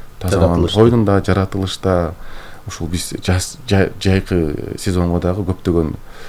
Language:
Kyrgyz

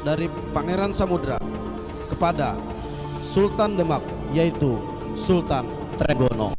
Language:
Banjar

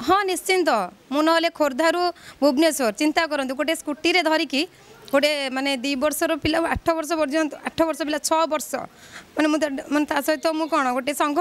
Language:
Odia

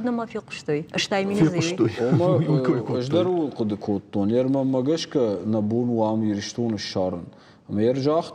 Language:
Ossetic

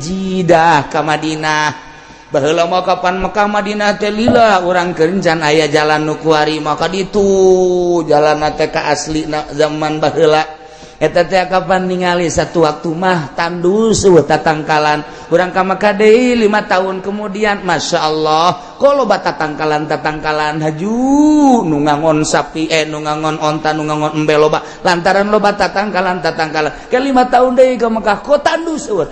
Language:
Sundanese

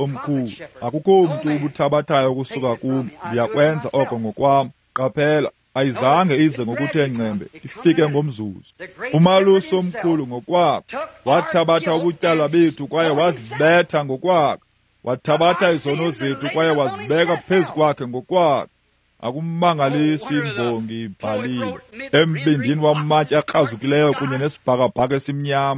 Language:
Xhosa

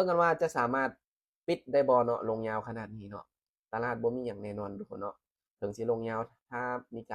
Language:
Lao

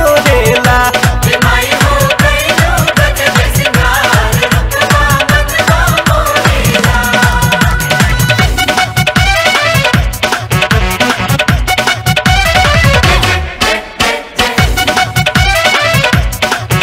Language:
Bhojpuri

